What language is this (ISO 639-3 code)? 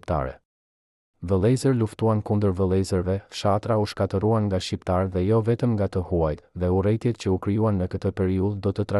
sqi